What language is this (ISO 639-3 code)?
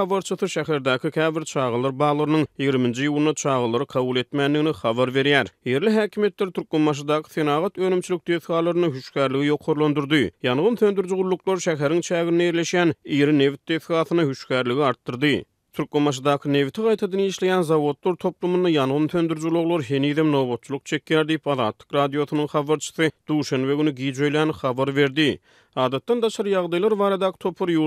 tuk